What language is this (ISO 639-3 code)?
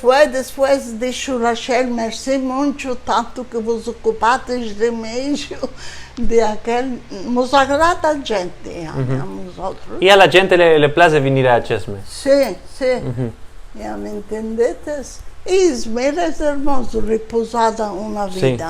lad